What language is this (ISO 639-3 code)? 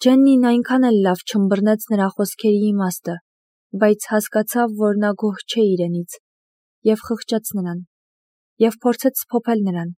hye